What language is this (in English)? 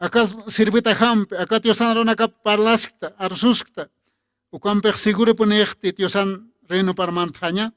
Aymara